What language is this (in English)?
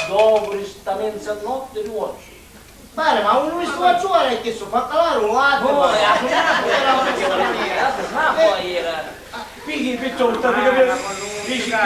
Sicilian